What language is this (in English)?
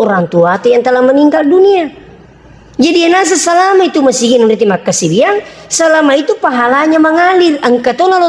Buginese